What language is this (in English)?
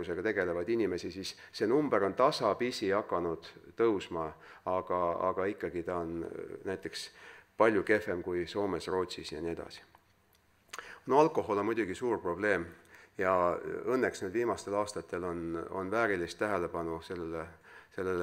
Estonian